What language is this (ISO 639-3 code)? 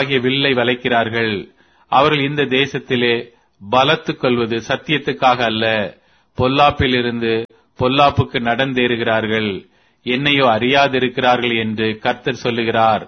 tam